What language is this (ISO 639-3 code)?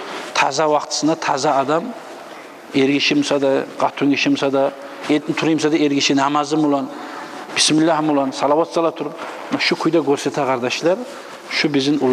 kum